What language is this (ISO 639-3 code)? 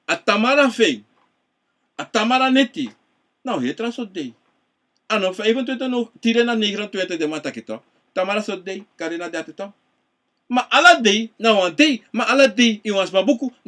srn